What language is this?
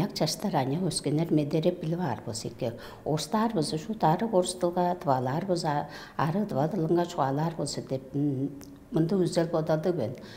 Tuvinian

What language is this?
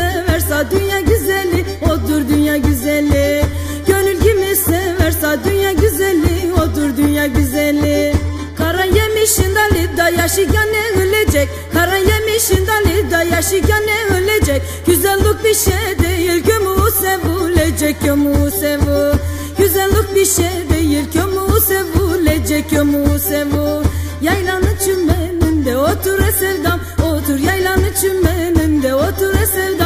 Turkish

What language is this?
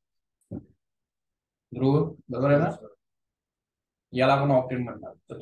Marathi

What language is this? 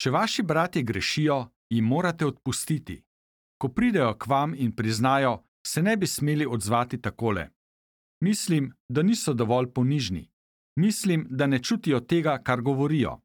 Slovenian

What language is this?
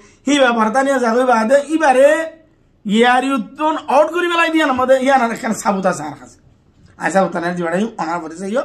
Rohingya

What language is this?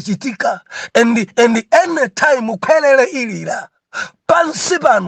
Nyanja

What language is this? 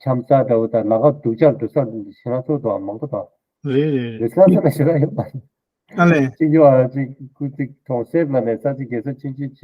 Tibetan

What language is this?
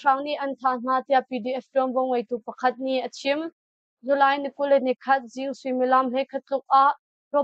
Hakha Chin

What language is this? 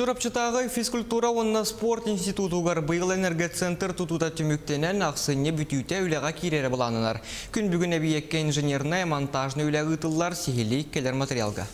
Yakut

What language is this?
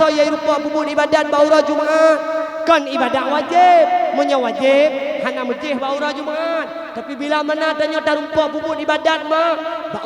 Achinese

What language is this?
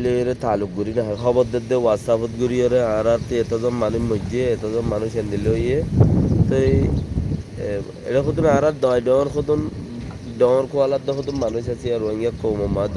Rohingya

